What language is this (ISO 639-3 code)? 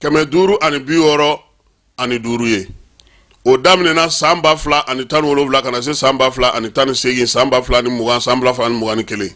bam